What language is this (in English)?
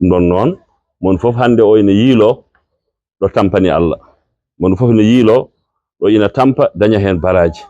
Fula